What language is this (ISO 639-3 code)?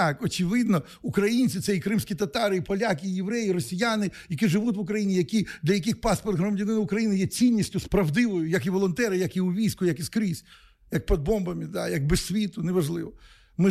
ukr